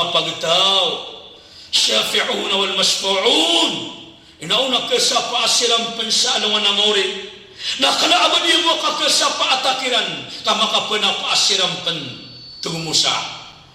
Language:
Maranao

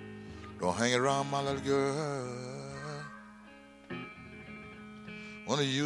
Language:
English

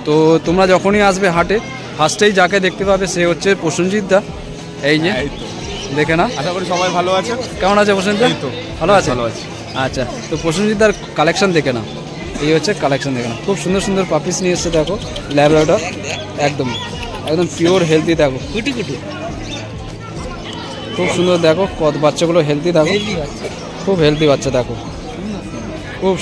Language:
Bangla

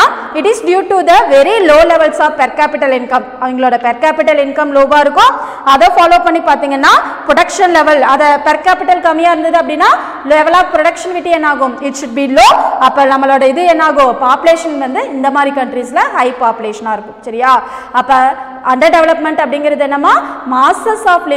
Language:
Tamil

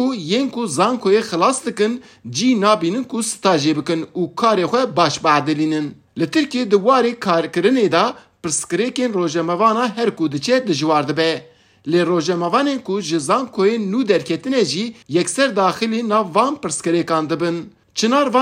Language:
Kurdish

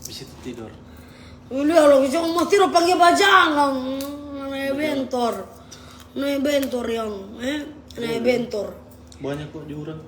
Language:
Manado Malay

